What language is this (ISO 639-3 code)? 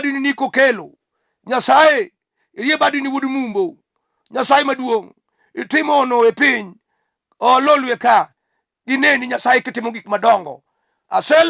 luo